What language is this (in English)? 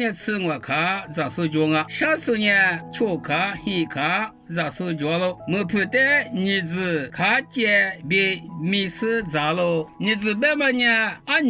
Lisu